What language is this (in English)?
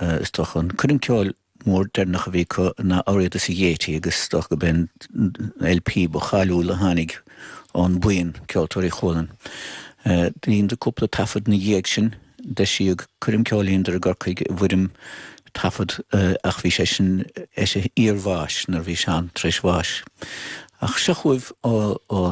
Irish